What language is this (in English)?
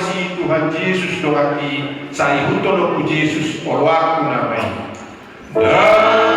Batak Toba